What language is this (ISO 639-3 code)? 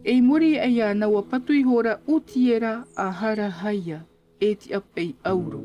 tah